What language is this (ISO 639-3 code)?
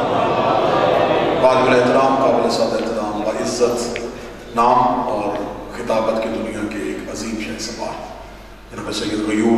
urd